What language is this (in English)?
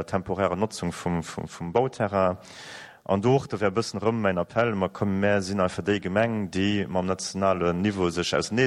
Luxembourgish